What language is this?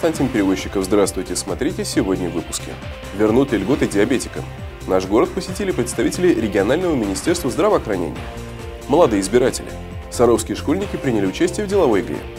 Russian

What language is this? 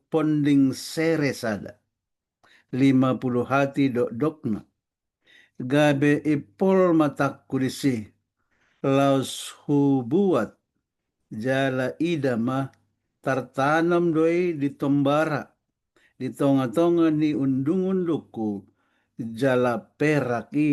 Batak Toba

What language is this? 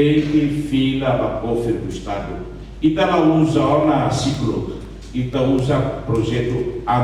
Tetum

